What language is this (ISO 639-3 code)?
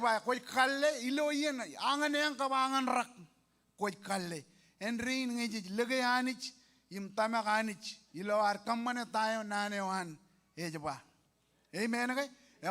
mah